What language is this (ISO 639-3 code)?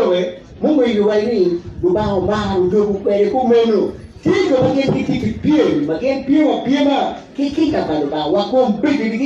ach